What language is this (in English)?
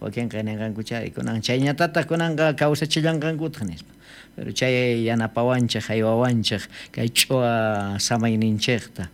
South Bolivian Quechua